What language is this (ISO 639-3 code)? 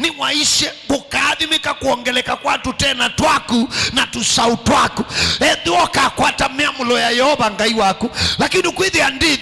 kam